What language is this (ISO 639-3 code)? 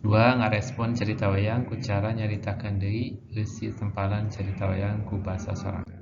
sun